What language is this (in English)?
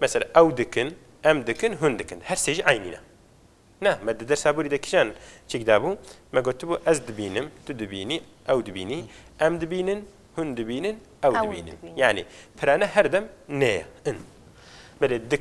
Kurdish